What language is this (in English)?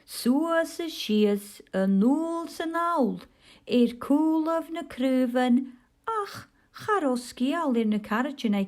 Scottish Gaelic